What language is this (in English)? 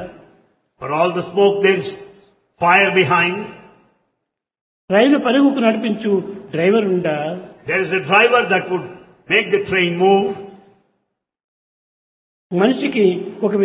Telugu